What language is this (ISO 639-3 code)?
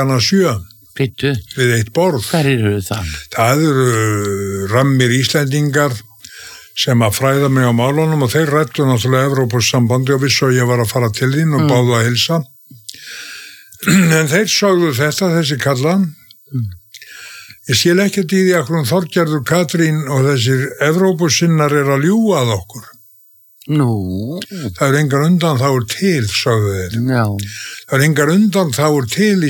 isl